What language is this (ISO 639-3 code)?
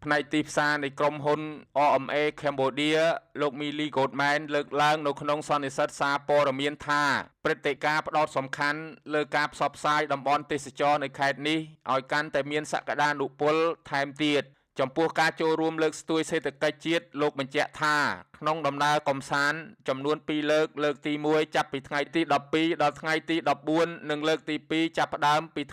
khm